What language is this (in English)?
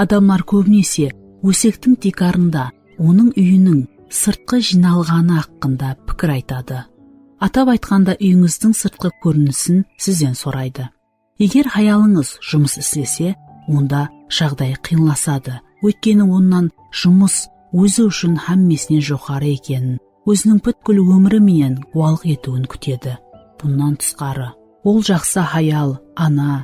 Kara-Kalpak